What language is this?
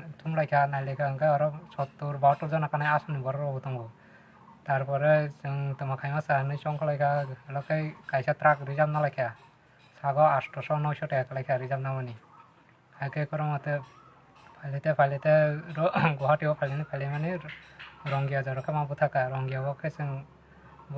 Kok Borok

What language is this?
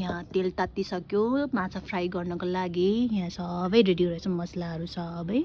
Nepali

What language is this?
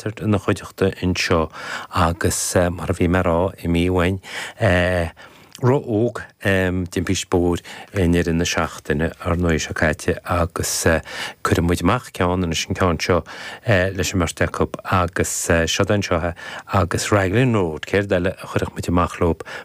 Irish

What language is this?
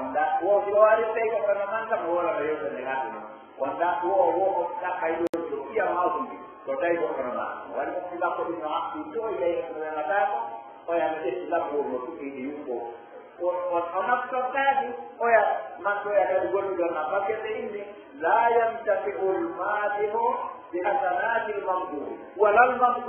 Pular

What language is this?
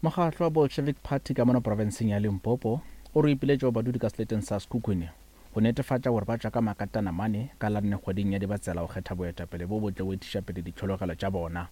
Northern Sotho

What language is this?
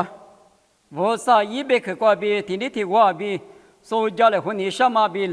Lisu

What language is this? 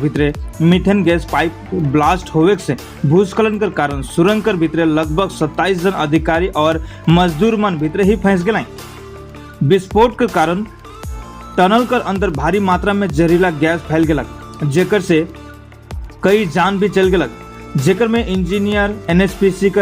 Sadri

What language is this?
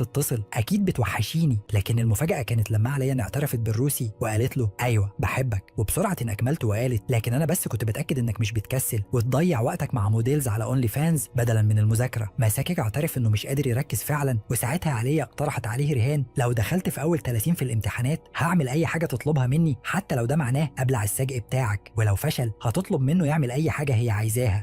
Egyptian Arabic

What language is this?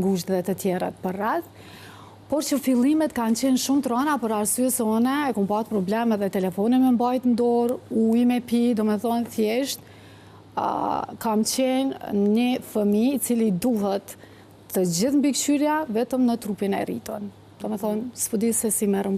Albanian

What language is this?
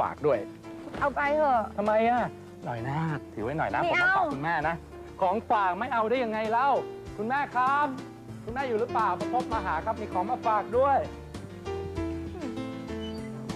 Thai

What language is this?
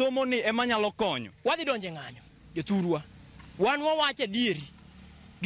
Luo (Kenya and Tanzania)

